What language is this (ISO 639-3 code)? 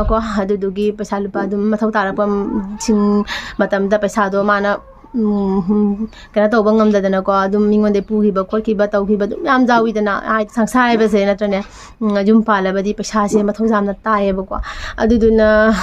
mni